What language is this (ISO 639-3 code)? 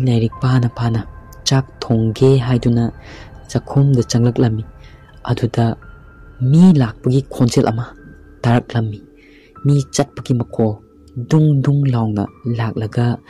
mni